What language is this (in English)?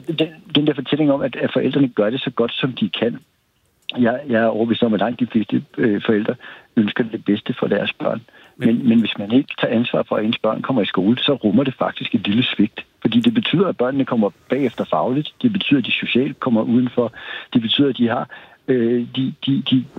Danish